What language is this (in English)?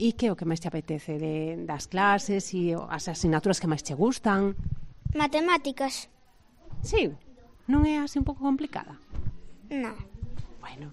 Galician